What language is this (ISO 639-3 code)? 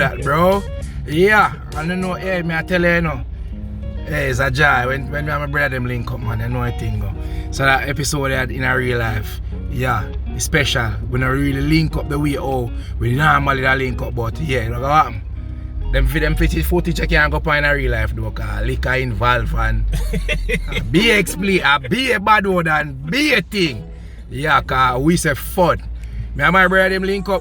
jam